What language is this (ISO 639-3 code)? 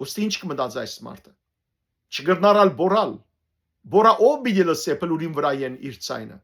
hyw